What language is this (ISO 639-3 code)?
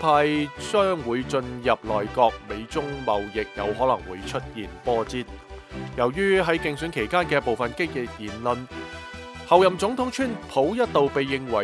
yue